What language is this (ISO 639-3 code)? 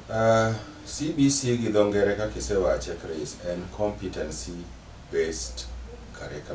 luo